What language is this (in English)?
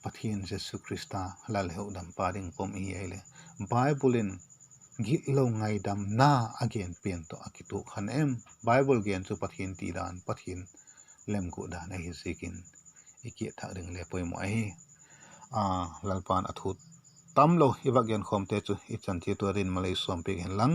Vaiphei